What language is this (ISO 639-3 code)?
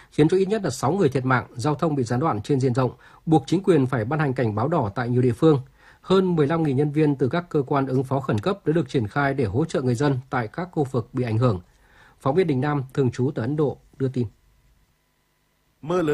vie